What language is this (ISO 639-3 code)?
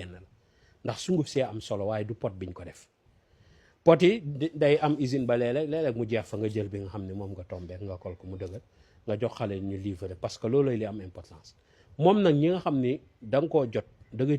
wol